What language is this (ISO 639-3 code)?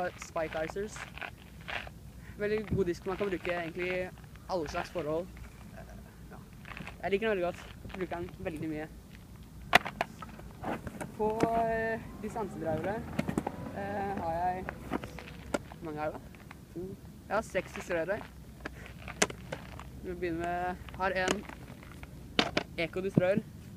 nor